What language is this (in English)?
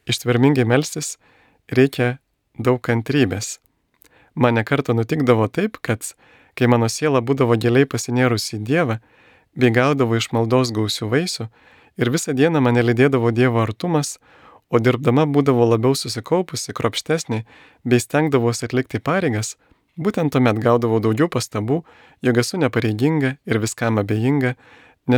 Lithuanian